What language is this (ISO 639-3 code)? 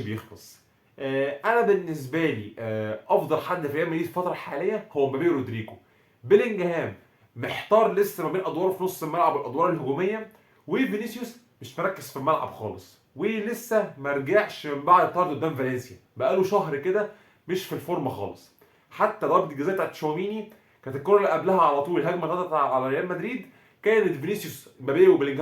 arz